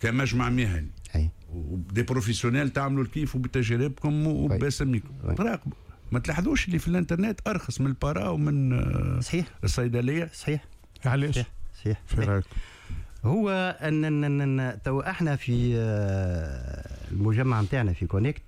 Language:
Tunisian Arabic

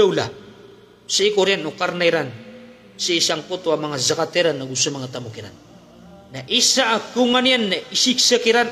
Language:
Maranao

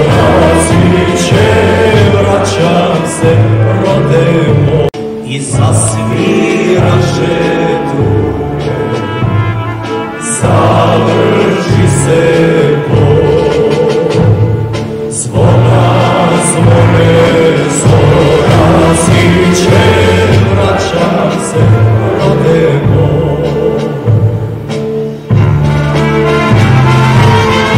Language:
Serbian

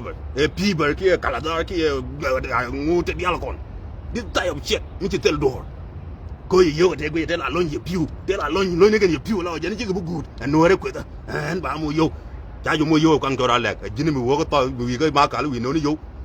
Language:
Nuer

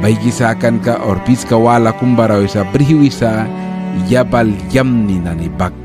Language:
Mískito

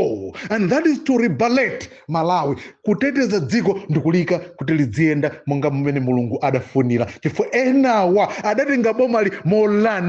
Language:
Nyanja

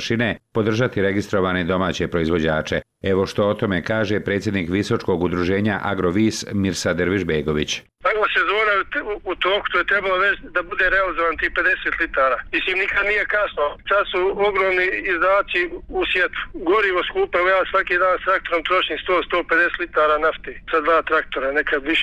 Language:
Bosnian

